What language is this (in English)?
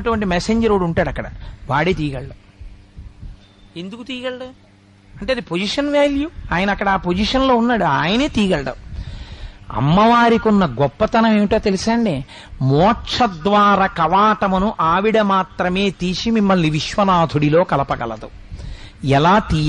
Telugu